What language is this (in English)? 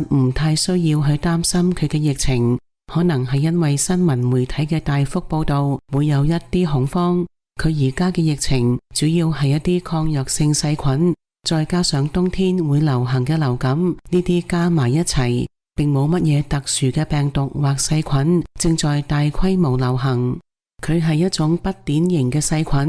Cantonese